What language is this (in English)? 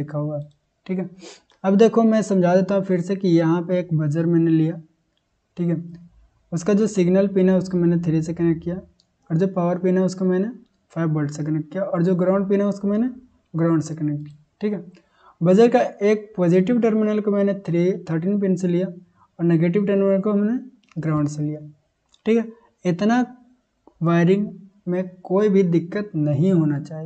Hindi